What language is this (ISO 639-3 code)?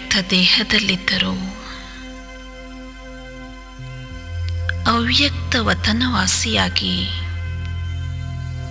kan